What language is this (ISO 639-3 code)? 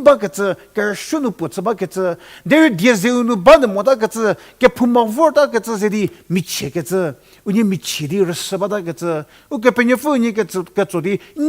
njm